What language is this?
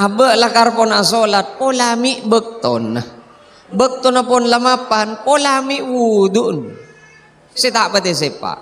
Madurese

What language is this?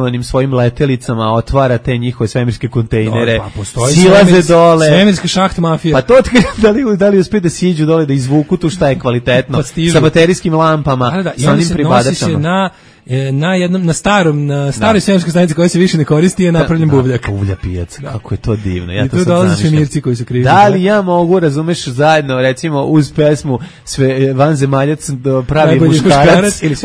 Serbian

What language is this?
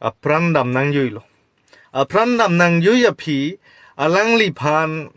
Karbi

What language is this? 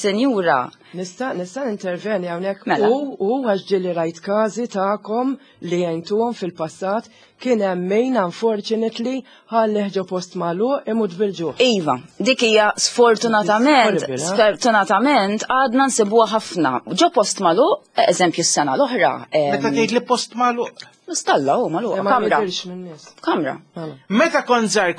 Maltese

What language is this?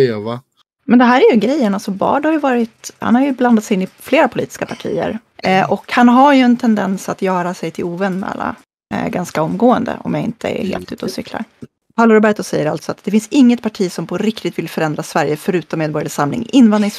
Swedish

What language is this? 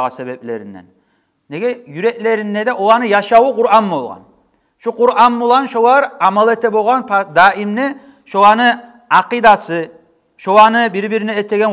Kumyk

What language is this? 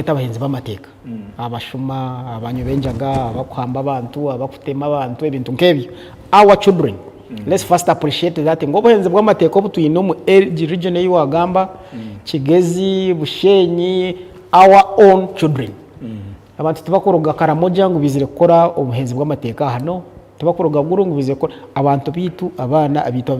Nyankole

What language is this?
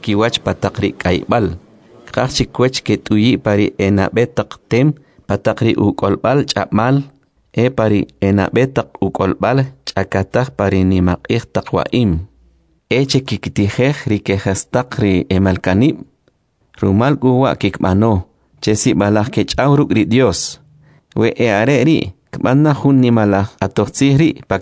Kʼicheʼ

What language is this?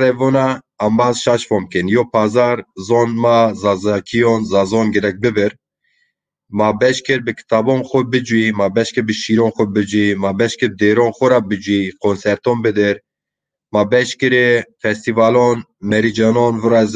Zaza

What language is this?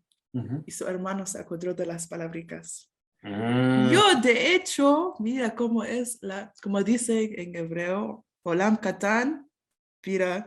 Ladino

